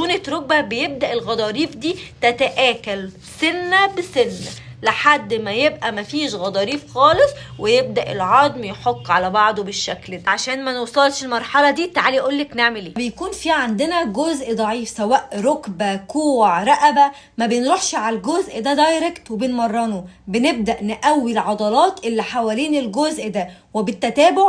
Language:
Egyptian Arabic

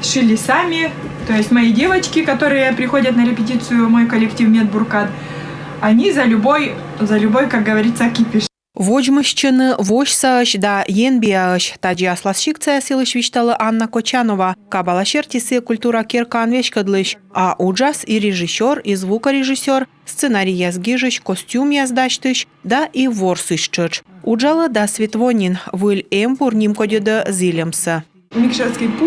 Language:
Komi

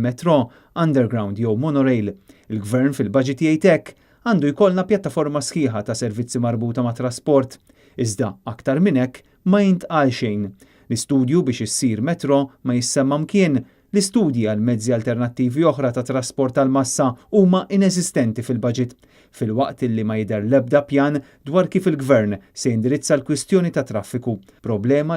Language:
Maltese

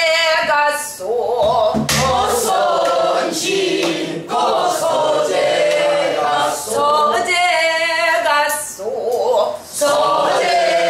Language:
Korean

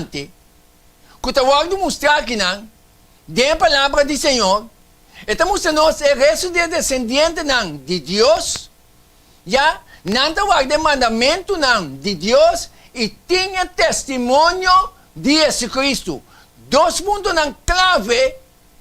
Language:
Papiamento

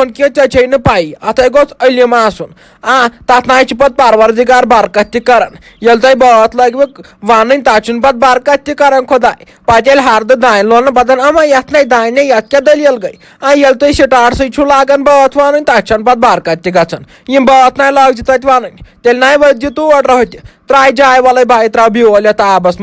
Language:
Kashmiri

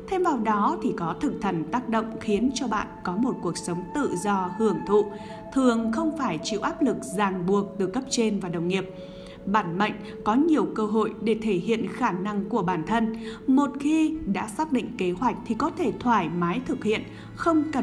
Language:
Vietnamese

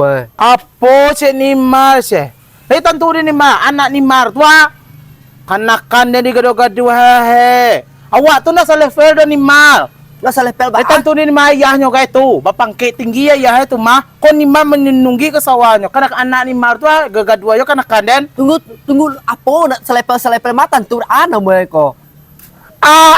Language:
Minangkabau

